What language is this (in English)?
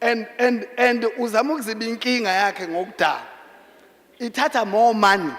Zulu